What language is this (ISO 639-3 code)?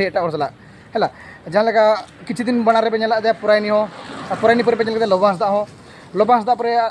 sat